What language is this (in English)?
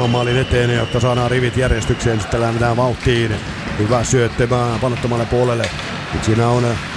Finnish